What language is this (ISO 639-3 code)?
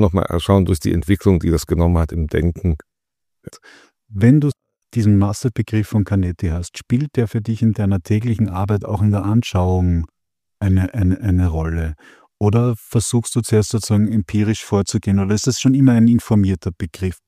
deu